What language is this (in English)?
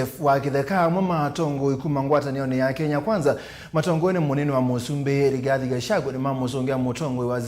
Kamba